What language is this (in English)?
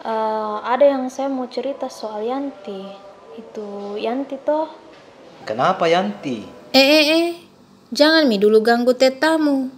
Makassar Malay